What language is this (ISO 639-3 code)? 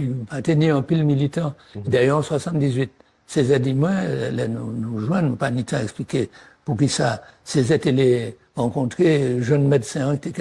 gcf